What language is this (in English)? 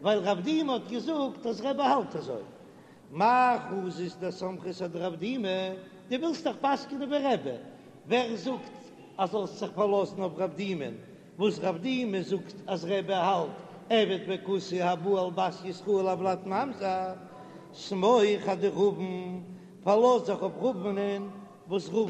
Yiddish